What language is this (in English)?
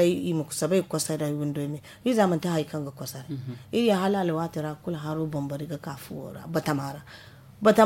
Zarma